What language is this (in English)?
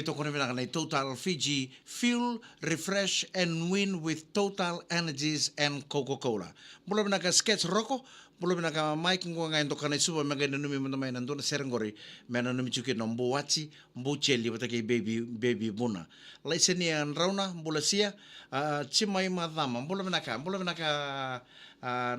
Fijian